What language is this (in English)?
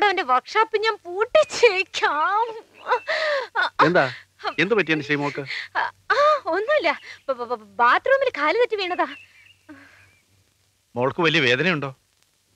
Malayalam